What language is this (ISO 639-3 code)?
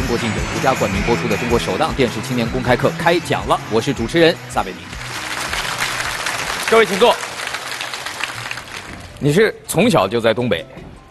zho